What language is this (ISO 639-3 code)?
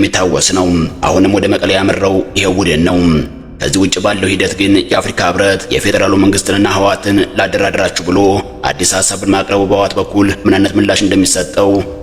amh